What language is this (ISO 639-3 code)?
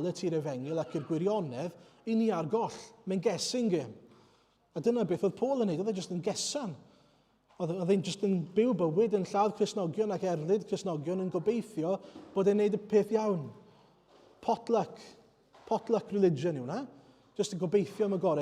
cym